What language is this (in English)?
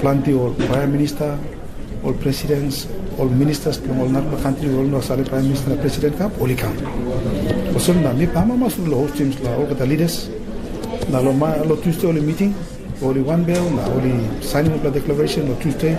Tok Pisin